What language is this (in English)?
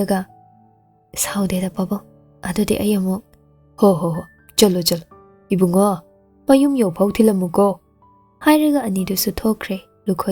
Manipuri